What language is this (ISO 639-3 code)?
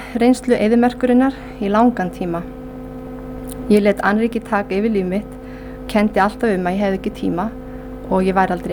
isl